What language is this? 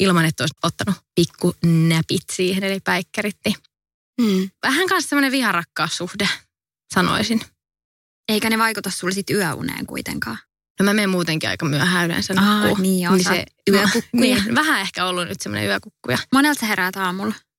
Finnish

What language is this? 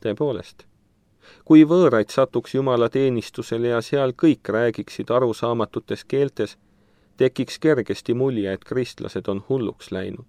Estonian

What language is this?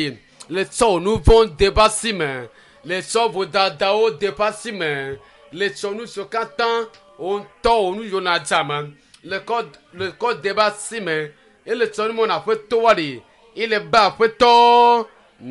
Ewe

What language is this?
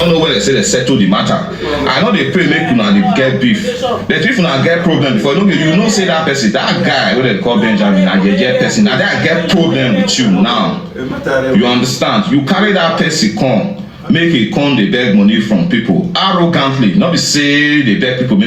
Nigerian Pidgin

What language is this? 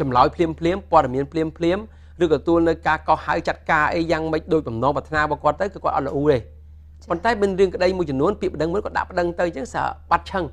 Khmer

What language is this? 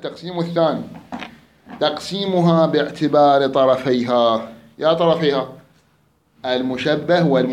Mesopotamian Arabic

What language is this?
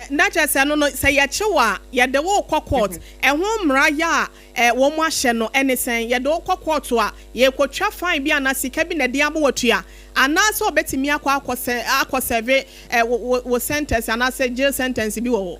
Akan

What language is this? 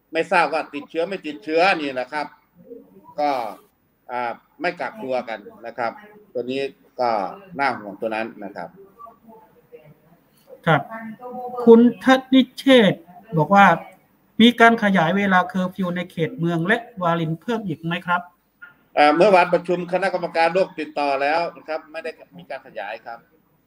Thai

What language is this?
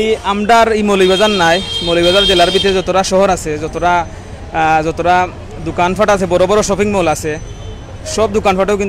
Sylheti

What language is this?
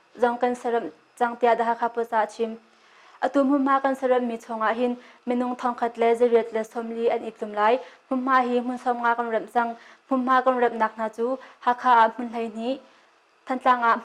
Hakha Chin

